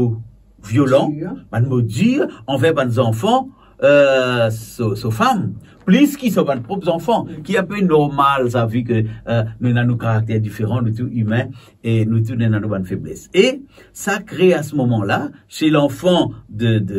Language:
Morisyen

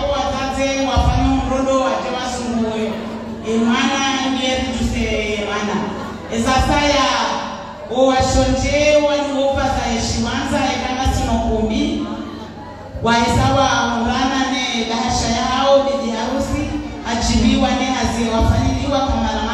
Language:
Swahili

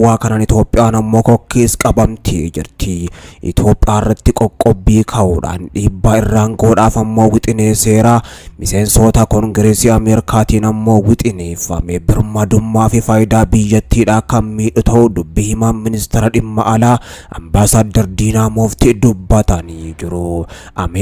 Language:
Oromo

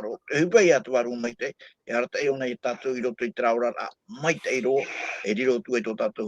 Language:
Tahitian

